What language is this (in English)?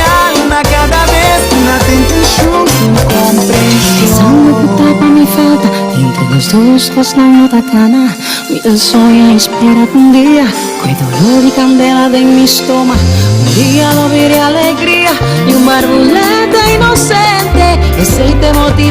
Papiamento